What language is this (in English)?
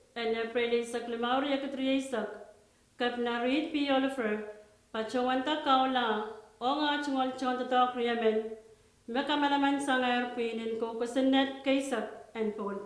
Pohnpeian